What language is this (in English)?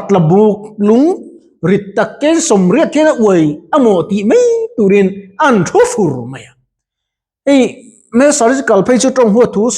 Mizo